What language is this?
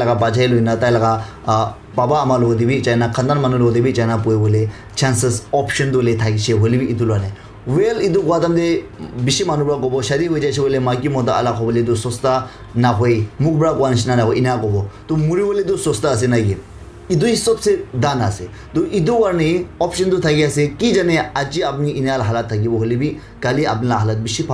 Naga Pidgin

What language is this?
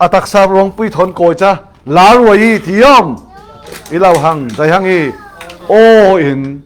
Falam Chin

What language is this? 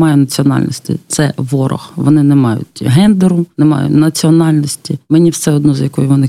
Ukrainian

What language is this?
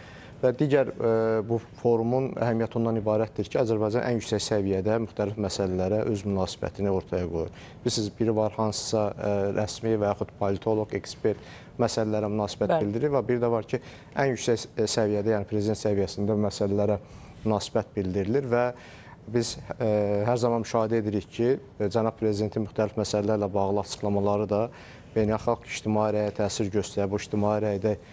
Azerbaijani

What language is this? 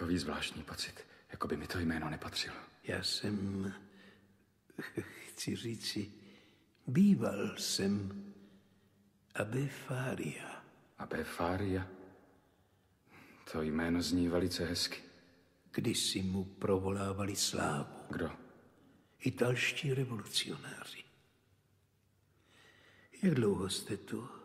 Czech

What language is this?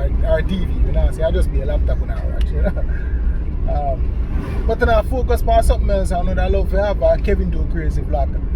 Jamaican Creole English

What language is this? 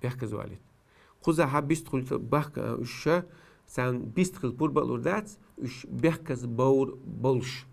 Chechen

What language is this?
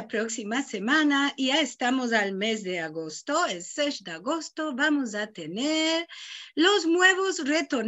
Ladino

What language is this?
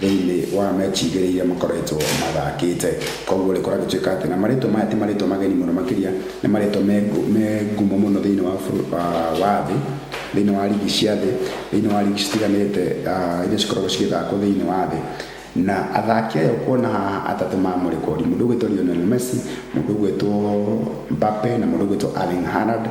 Kikuyu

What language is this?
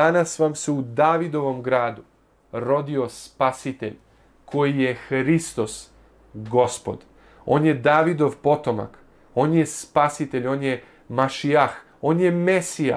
Serbian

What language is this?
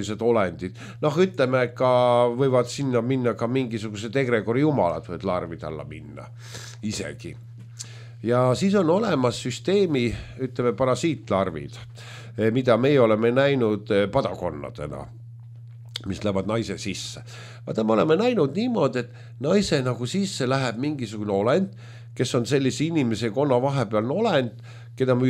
Estonian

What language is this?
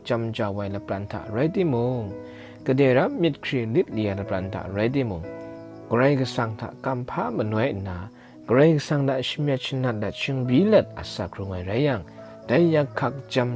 Kachin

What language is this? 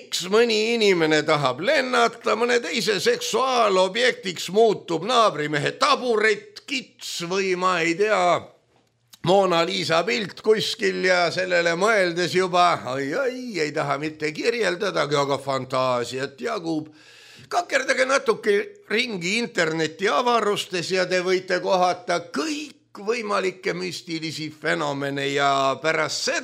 Estonian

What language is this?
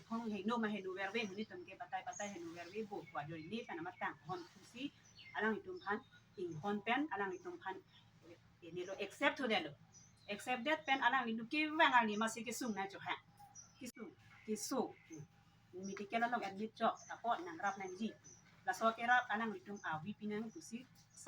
Karbi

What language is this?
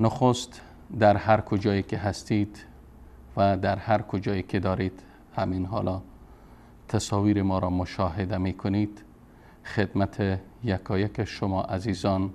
Persian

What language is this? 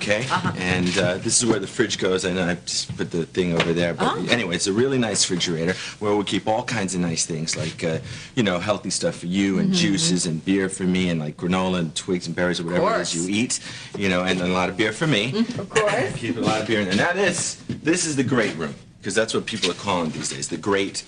English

